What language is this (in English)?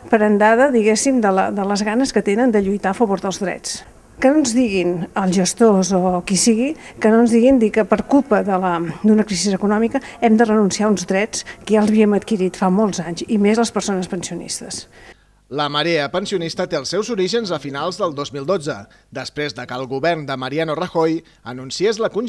Catalan